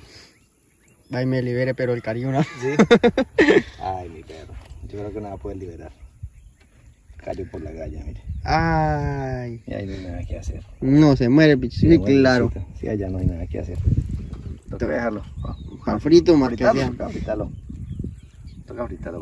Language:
Spanish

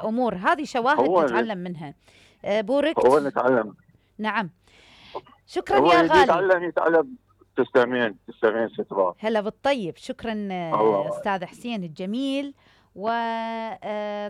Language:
Mesopotamian Arabic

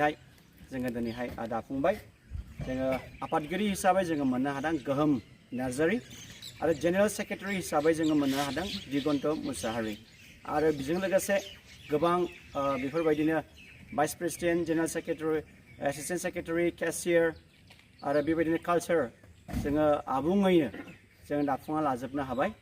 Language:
Bodo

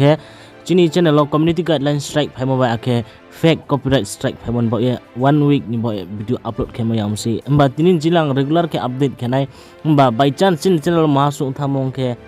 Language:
Riang (India)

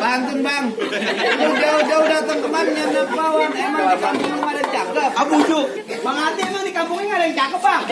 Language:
Betawi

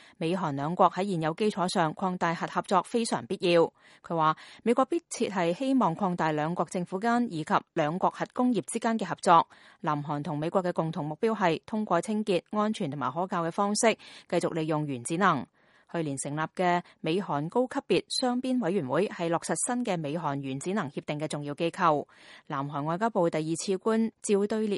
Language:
Cantonese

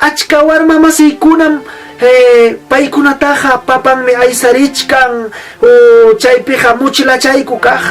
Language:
Ayacucho Quechua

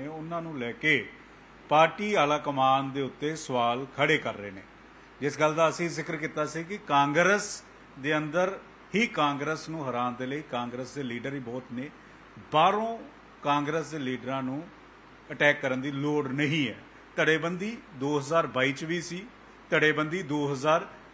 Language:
Punjabi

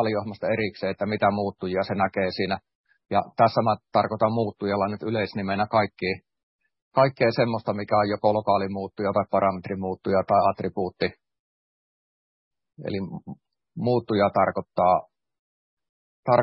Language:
Finnish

